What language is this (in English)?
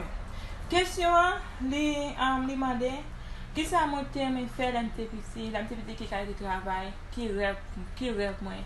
Haitian Creole